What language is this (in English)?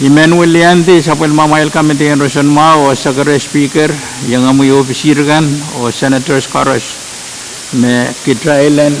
Pohnpeian